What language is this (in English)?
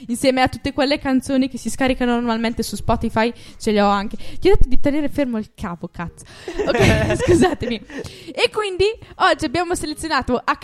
Italian